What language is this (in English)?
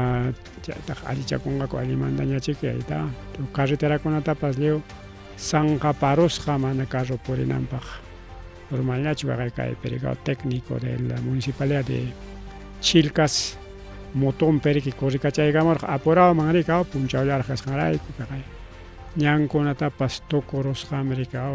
Ayacucho Quechua